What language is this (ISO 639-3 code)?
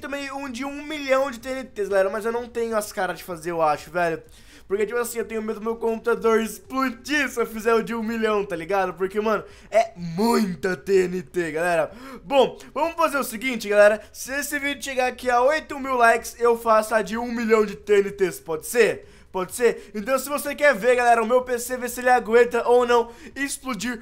por